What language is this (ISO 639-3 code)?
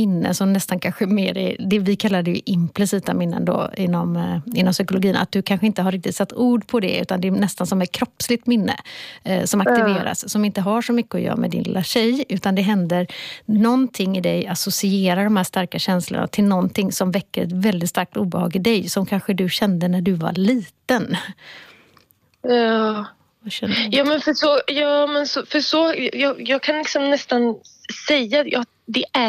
swe